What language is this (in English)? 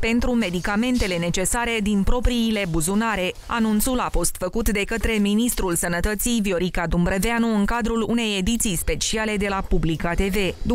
Romanian